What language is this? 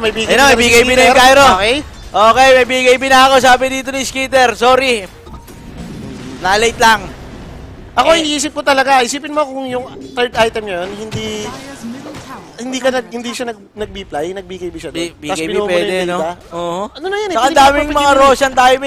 Filipino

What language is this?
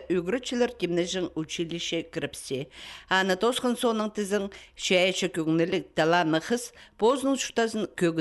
Khakas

